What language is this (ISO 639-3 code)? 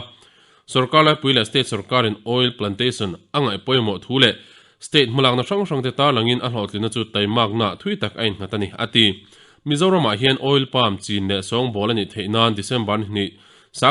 lus